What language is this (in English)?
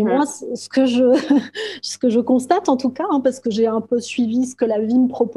French